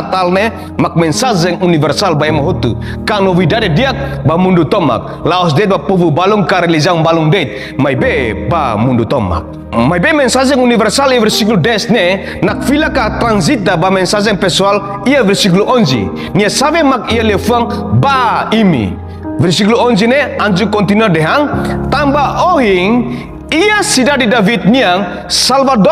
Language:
Tetum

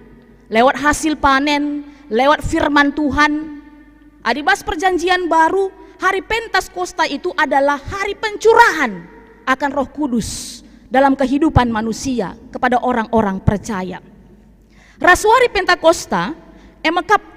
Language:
Batak Karo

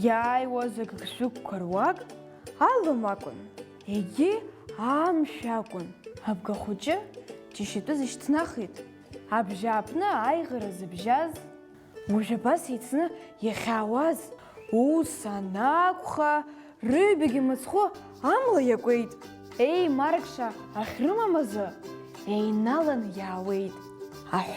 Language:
Abkhazian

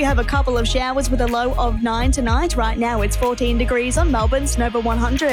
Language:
English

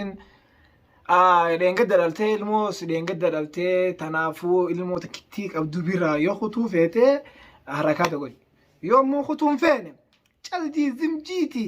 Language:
Oromo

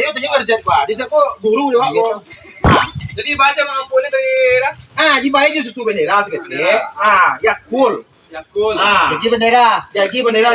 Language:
Minangkabau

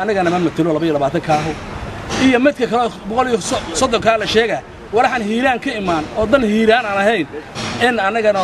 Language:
Somali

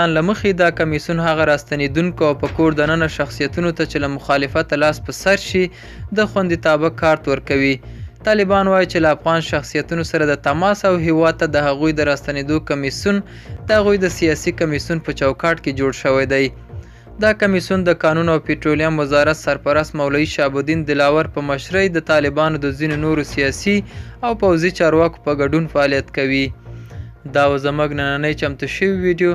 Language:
Pashto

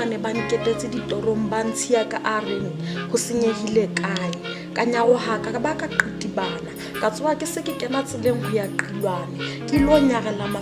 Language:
Southern Sotho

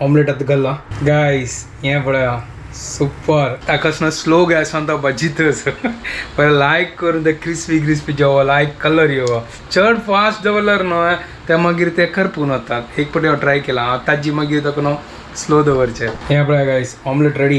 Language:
Konkani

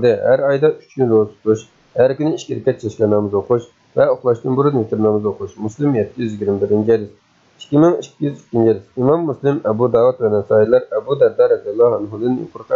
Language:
Uyghur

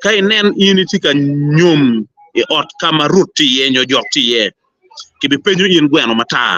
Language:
Acoli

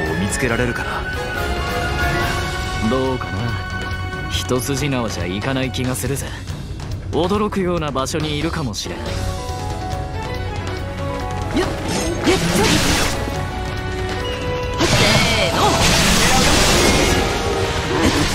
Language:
Japanese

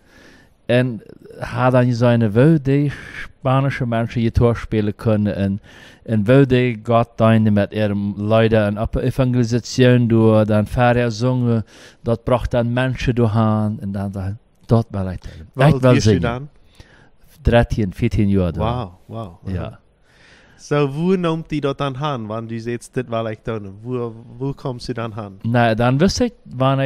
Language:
Plautdietsch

